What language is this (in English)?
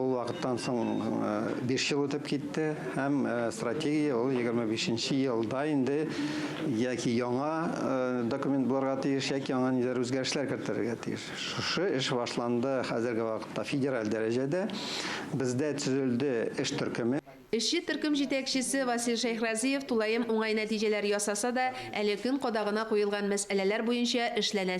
Tatar